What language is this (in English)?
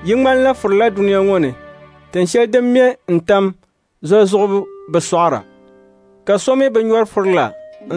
Dagbani